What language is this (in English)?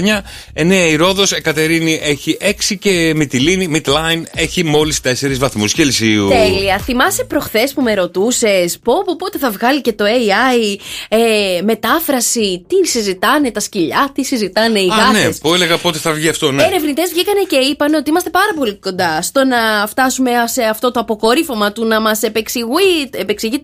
Greek